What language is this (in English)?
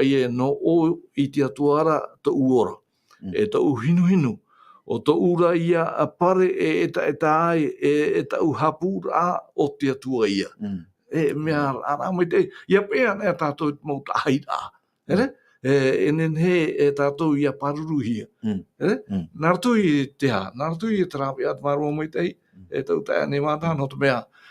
Tahitian